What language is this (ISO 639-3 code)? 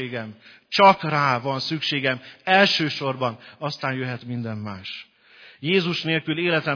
hun